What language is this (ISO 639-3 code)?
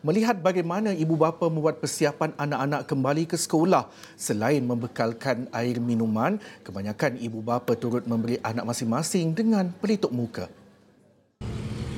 msa